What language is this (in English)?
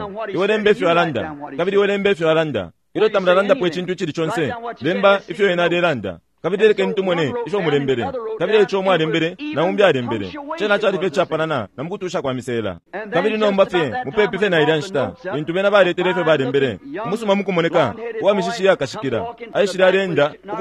Bemba